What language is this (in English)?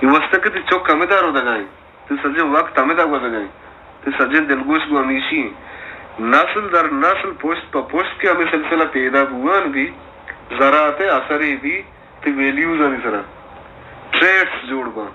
Baluchi